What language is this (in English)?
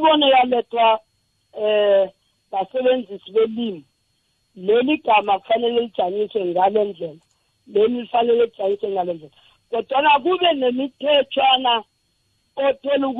South Ndebele